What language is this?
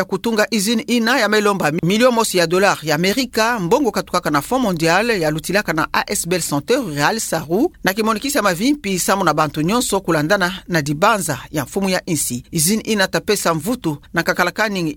Kituba (Democratic Republic of Congo)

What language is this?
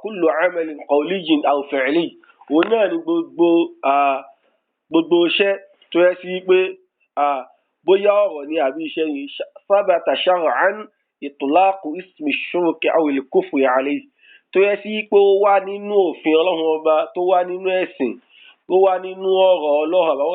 Yoruba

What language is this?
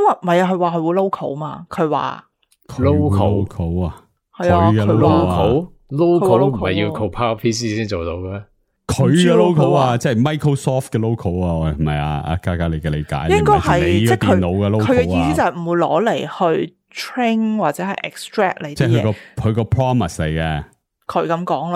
Cantonese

